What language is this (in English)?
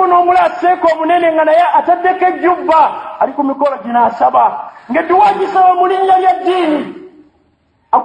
Ganda